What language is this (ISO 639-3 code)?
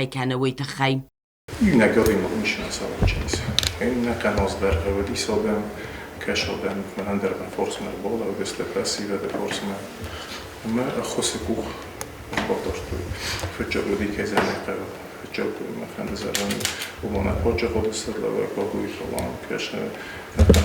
oss